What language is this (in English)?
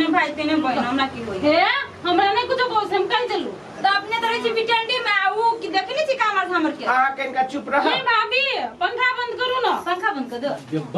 Maithili